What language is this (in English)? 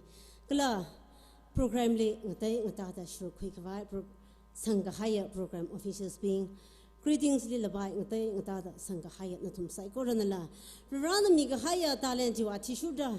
Tangkhul Naga (India)